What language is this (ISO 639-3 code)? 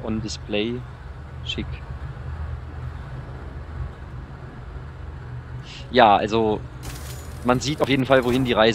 deu